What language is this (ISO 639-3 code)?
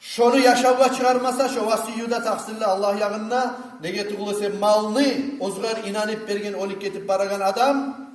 kum